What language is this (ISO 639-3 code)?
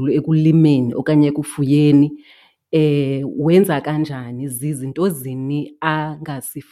xho